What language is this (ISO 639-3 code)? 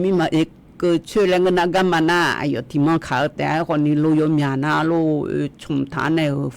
ahk